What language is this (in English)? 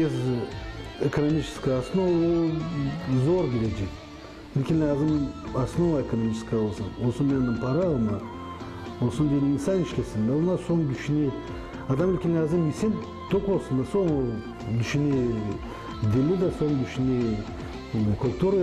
Gagauz